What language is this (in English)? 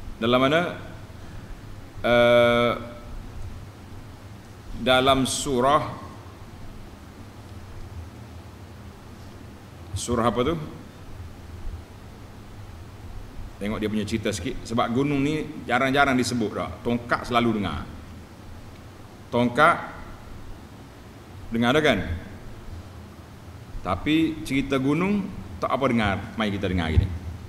Malay